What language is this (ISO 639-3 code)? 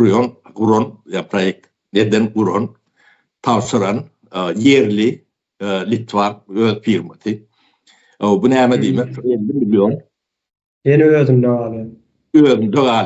tuk